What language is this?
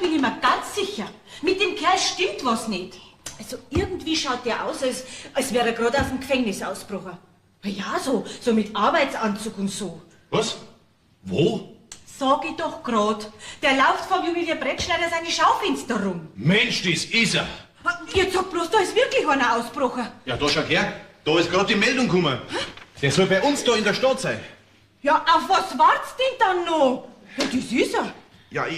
Bavarian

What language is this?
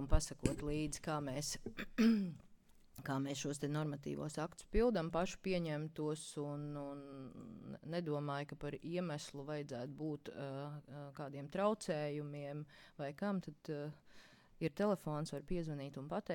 Latvian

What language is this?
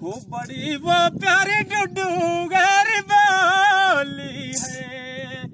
Dogri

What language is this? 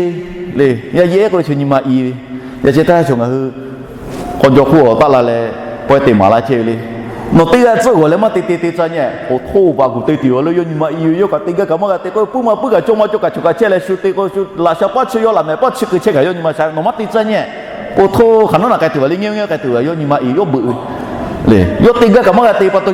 Lahu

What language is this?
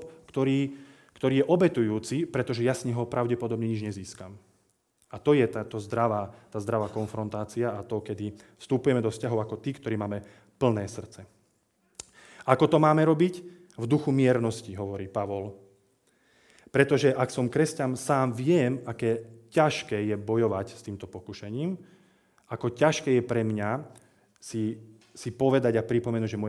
Slovak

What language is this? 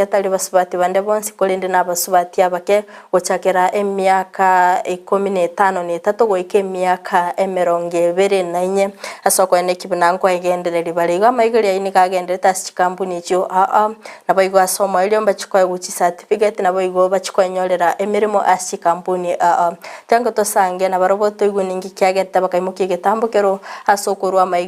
Gusii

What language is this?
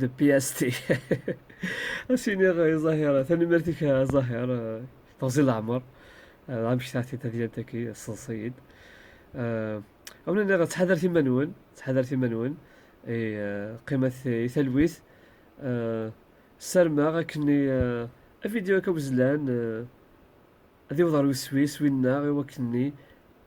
Kabyle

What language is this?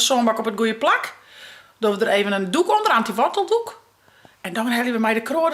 Western Frisian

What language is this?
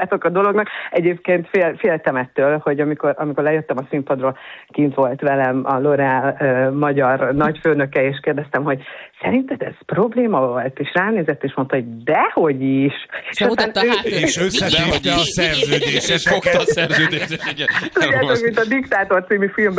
Hungarian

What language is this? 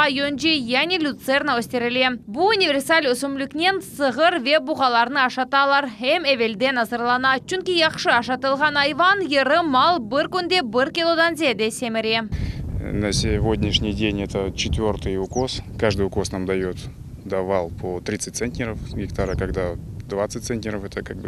Crimean Tatar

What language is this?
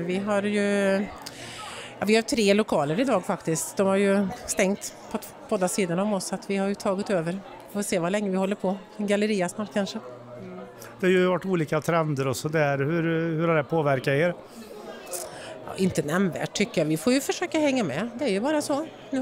Swedish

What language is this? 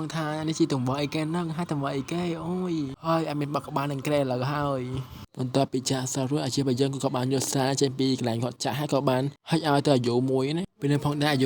Khmer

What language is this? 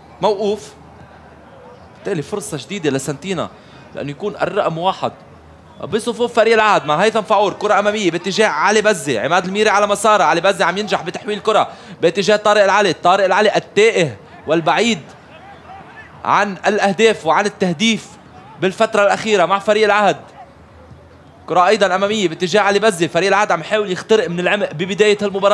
North Levantine Arabic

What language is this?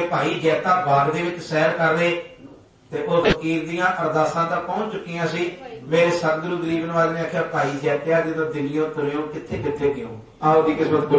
Punjabi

